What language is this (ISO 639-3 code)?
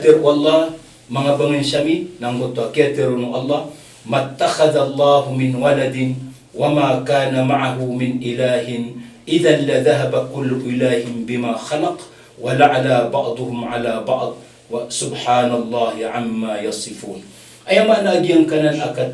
mrw